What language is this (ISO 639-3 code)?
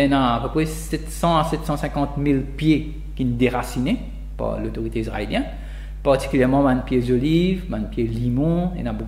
mfe